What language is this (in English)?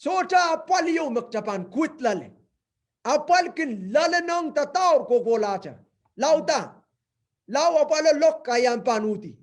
Pohnpeian